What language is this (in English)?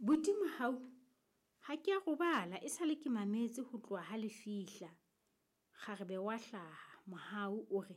Southern Sotho